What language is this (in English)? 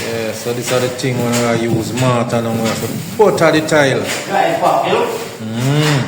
Jamaican Creole English